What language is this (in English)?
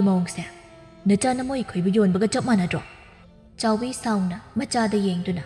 Manipuri